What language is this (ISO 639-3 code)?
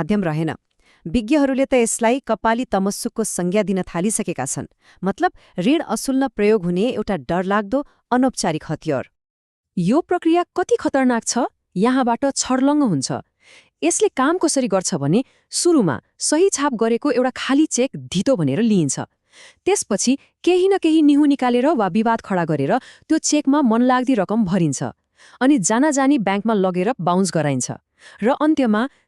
nep